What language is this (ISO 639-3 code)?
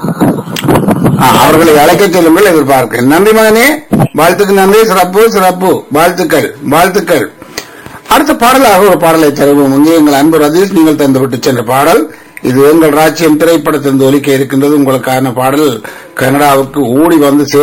tam